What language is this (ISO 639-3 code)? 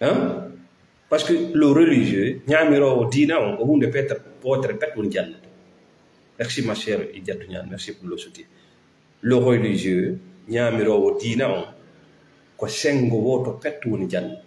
ful